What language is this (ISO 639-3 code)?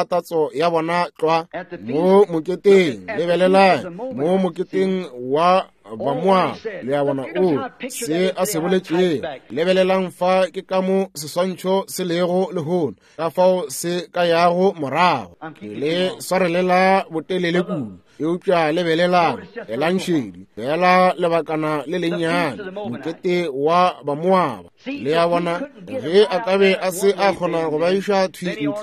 nso